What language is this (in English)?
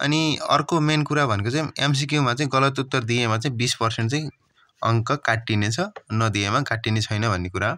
Nepali